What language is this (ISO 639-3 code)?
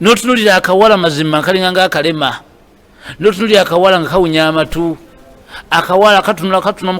lug